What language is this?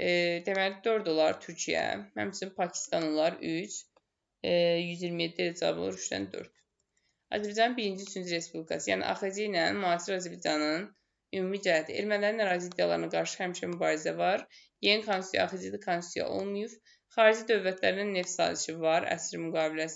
Azerbaijani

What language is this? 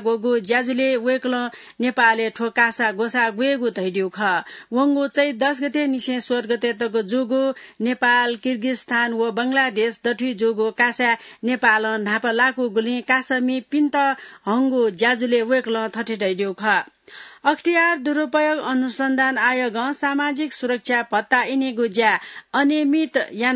Newari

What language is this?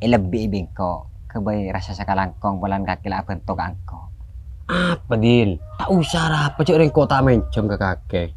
Madurese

